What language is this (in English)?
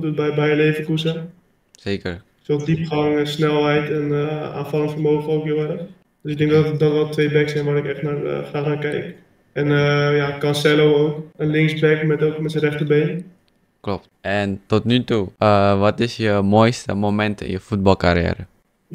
Dutch